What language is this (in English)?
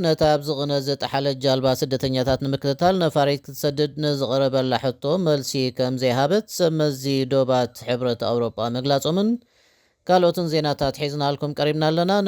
Tigrinya